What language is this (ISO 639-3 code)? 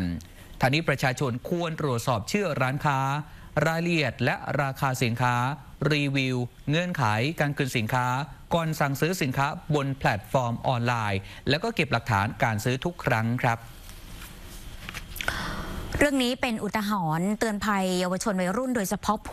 tha